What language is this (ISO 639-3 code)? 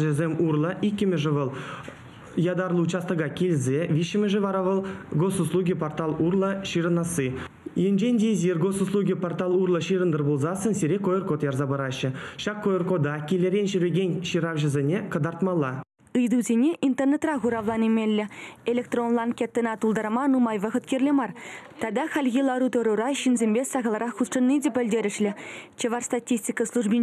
chv